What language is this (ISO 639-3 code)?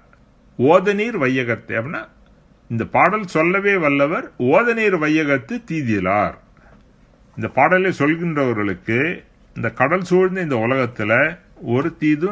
tam